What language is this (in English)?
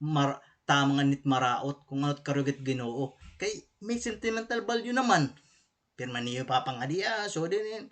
Waray